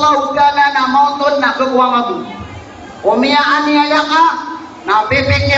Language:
Maranao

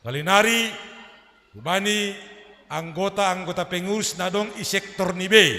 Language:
Batak Simalungun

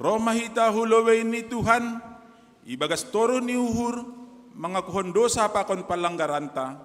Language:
Batak Simalungun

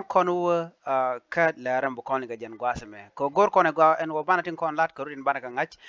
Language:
Nuer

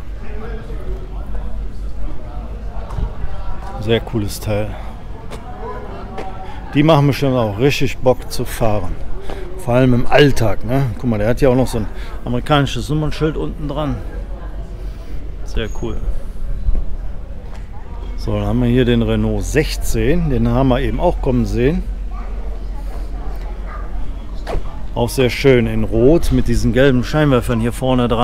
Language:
German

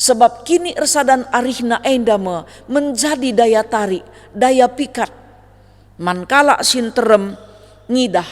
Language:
Batak Karo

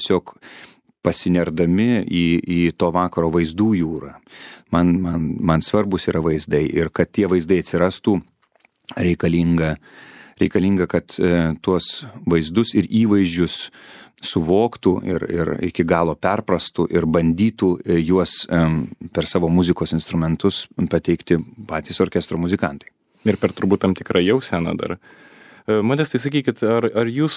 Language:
Lithuanian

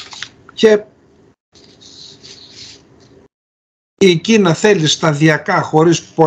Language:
Greek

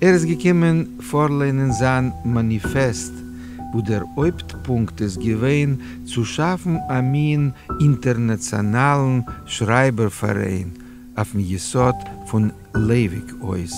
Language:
Yiddish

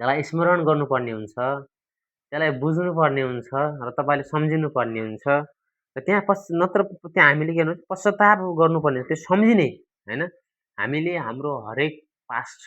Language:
Nepali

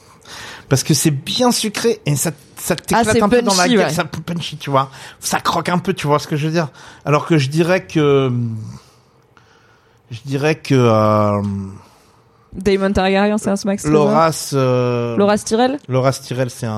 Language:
French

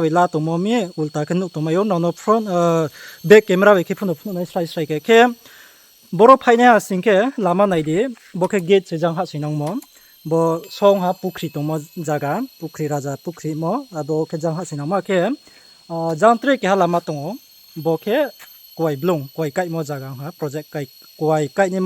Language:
Riang (India)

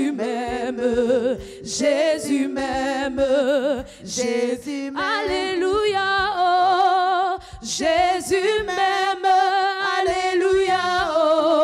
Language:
French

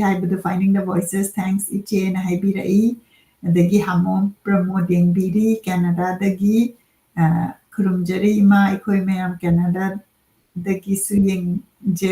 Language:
Manipuri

